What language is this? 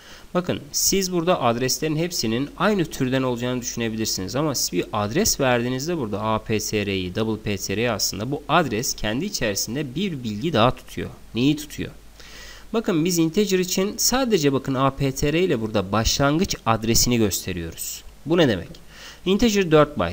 Turkish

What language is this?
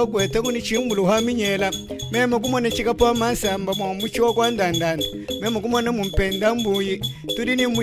Luba-Lulua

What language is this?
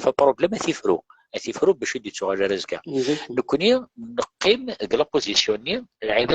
Kabyle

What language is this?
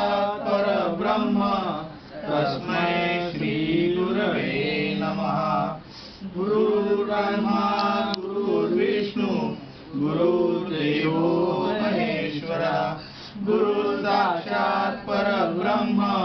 Sanskrit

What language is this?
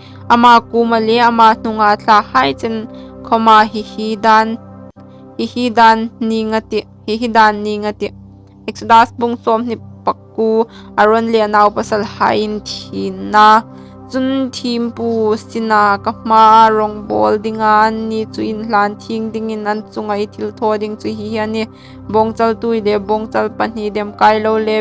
Hmar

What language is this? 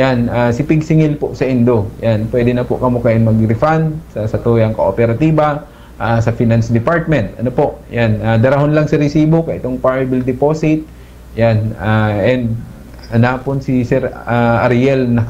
Bikol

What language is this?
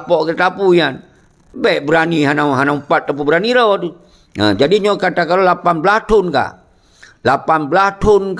Achinese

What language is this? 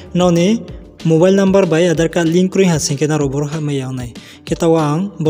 Riang (India)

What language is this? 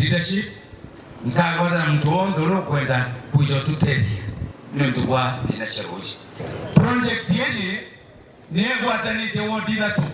Meru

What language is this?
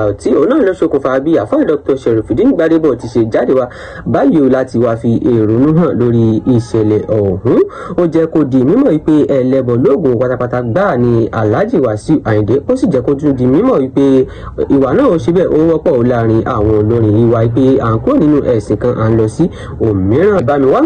Yoruba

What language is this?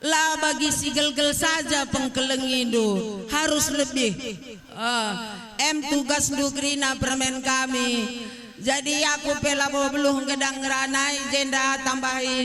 Batak Karo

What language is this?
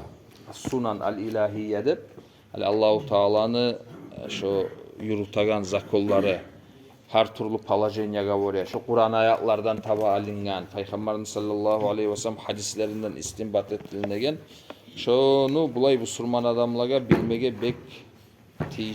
Kumyk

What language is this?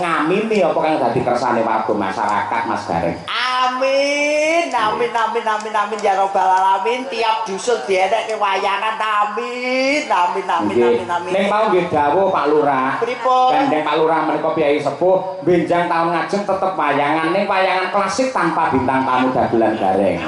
Javanese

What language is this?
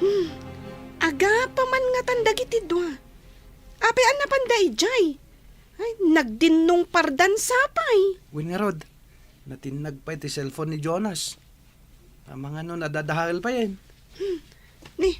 Iloko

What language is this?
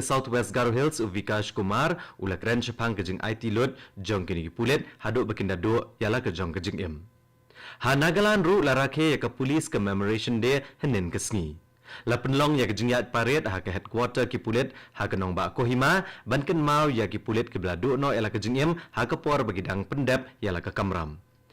Khasi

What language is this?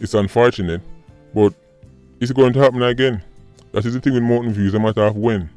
Jamaican Creole English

